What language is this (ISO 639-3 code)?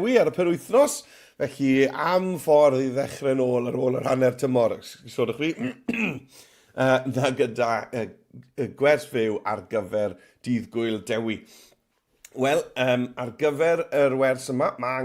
cym